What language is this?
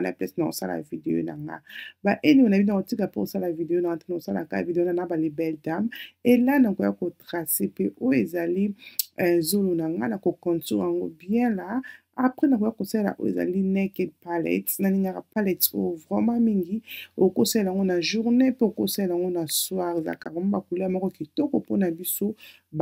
Lingala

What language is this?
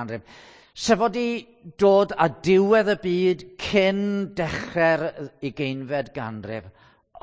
Welsh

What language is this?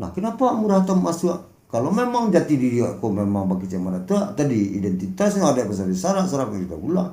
Minangkabau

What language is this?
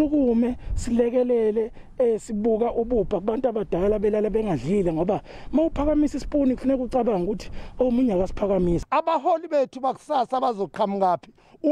Zulu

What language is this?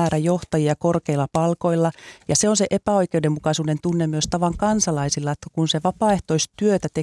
Finnish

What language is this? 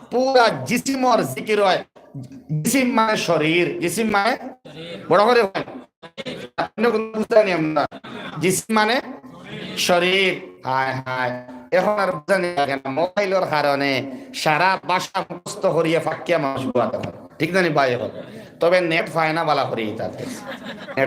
Sylheti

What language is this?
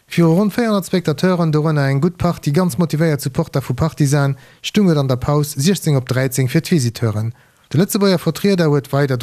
Luxembourgish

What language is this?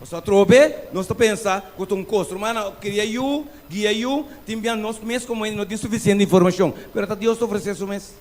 Papiamento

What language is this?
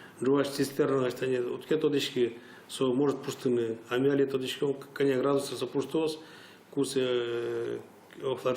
Udmurt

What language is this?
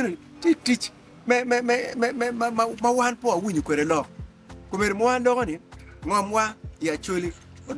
Acoli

